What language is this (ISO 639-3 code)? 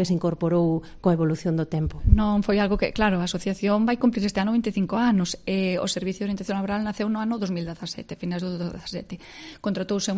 glg